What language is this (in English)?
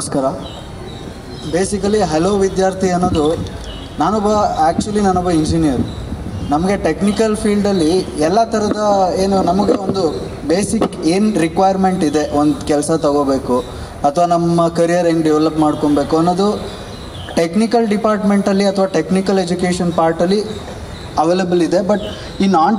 Kannada